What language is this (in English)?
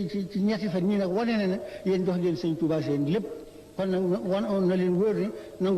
Wolof